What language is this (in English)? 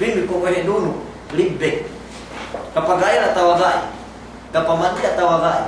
Yakan